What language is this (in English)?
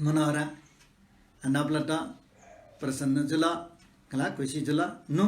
Newari